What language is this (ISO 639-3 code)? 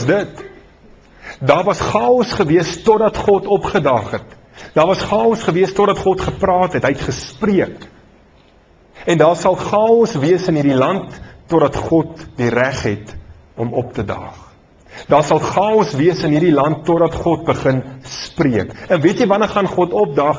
afr